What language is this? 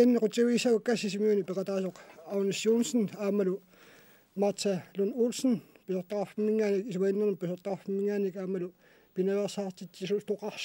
Kalaallisut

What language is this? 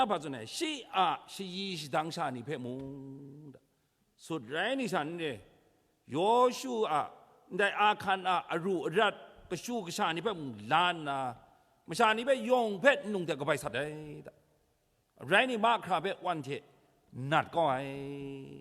Kachin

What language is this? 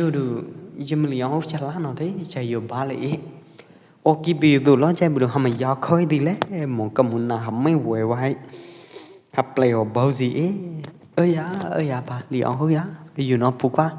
Pwo Eastern Karen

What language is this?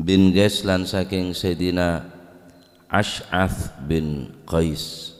Madurese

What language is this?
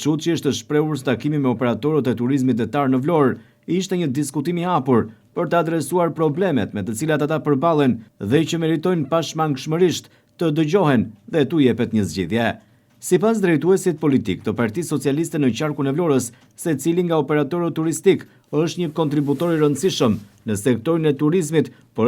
Albanian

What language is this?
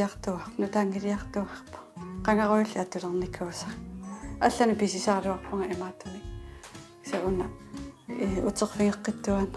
Kalaallisut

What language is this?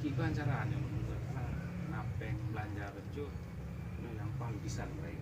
Achinese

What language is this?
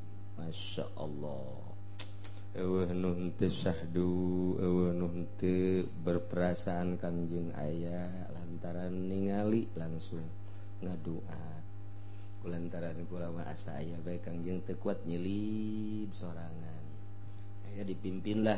Sundanese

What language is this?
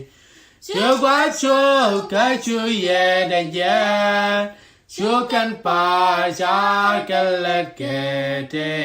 Nuer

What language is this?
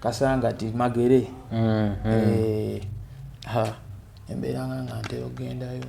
Ganda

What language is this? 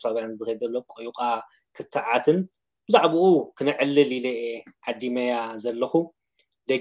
Tigrinya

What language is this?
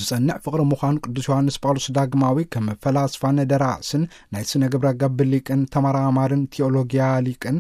Tigrinya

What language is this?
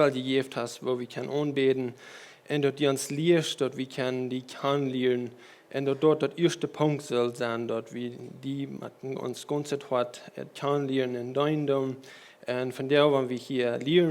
Plautdietsch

